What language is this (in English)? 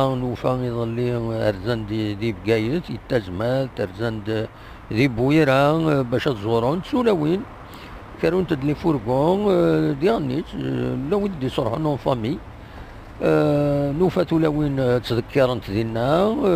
Kabyle